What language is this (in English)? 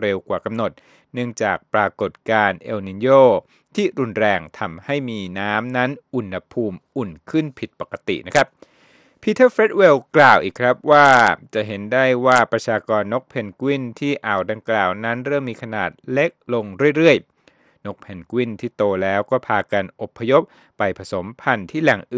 Thai